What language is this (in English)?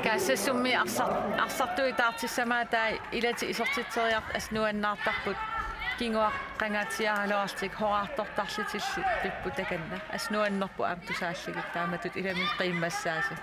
Kalaallisut